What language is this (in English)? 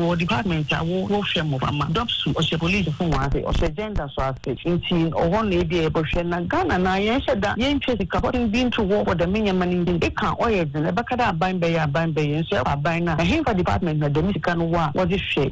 Akan